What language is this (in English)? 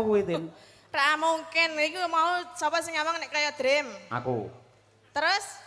Javanese